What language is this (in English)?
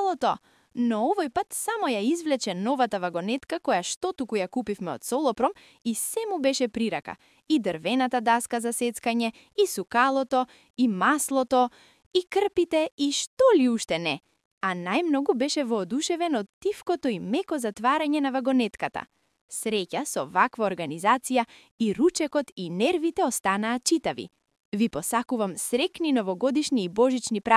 Macedonian